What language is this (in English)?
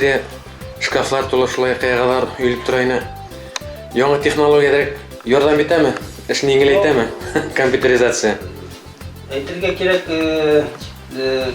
Bashkir